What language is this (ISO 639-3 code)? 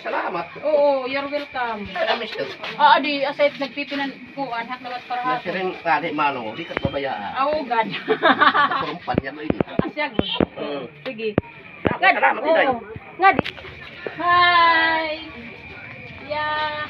war